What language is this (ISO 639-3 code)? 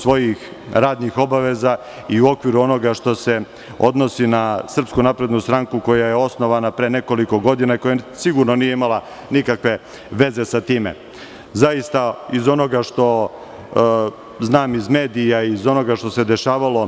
srp